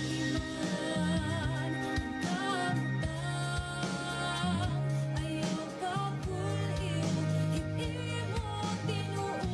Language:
Waray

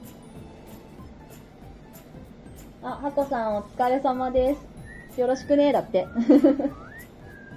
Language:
Japanese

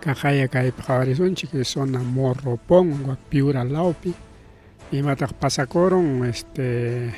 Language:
Ayacucho Quechua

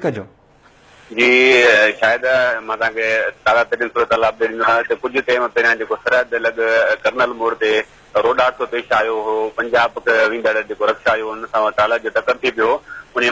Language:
Sindhi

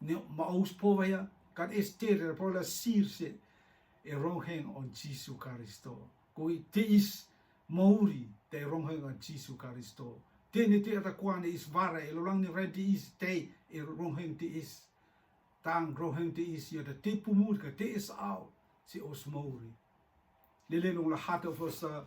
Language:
Rotuman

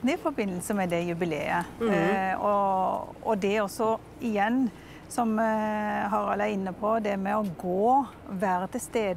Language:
Norwegian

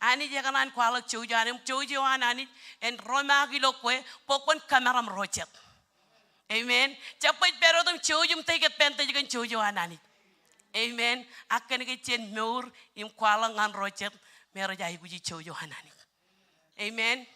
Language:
Marshallese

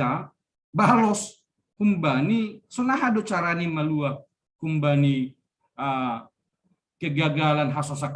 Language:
Batak Simalungun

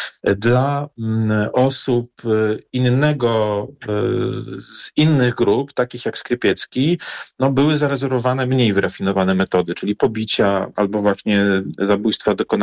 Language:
Polish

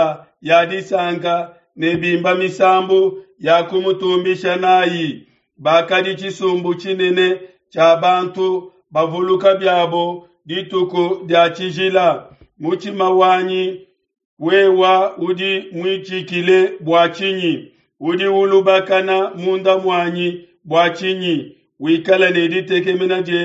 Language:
Luba-Lulua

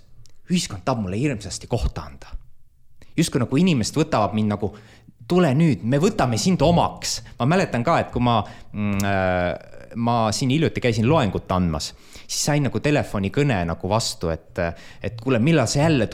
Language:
Estonian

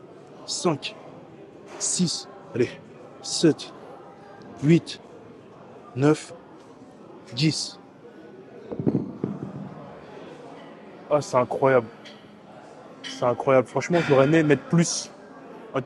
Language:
French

